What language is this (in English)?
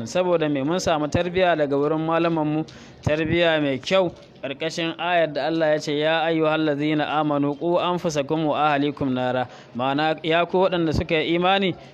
Hausa